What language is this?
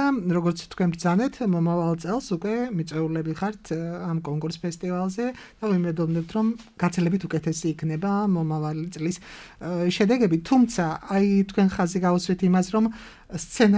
Georgian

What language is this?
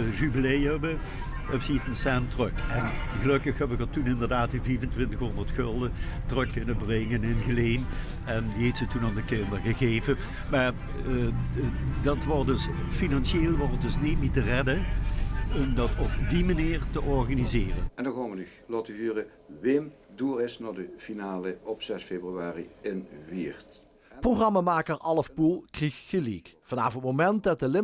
Limburgish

